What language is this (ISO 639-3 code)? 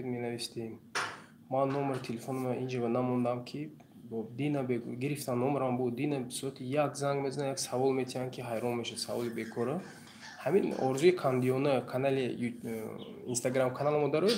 tgk